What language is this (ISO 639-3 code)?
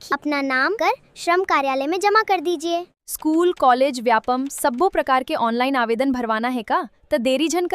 hne